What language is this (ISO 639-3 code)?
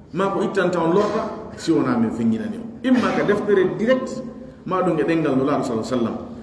fuf